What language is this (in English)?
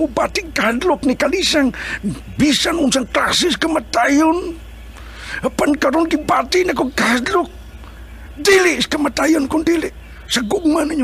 Cebuano